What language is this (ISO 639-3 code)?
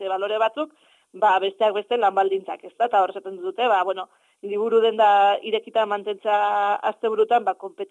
eus